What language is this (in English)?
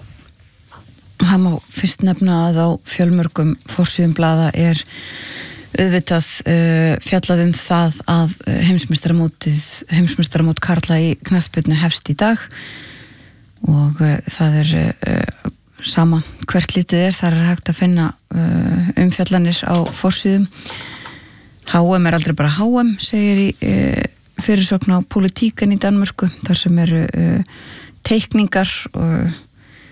Icelandic